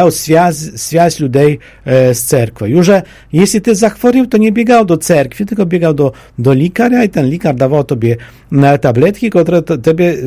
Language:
Polish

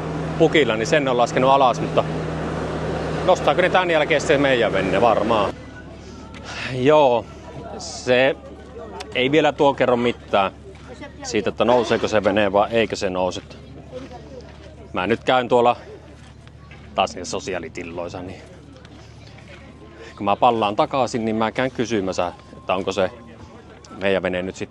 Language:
Finnish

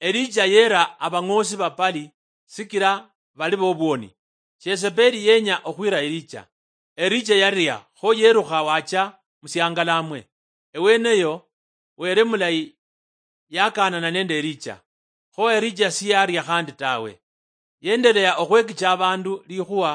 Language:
Luyia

